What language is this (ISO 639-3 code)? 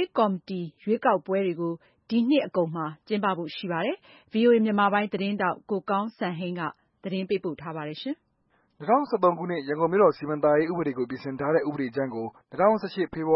mya